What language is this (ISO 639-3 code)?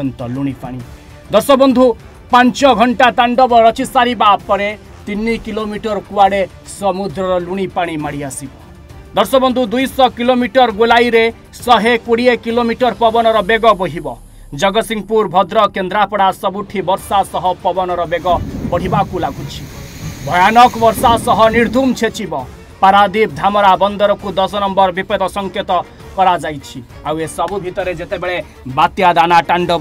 ori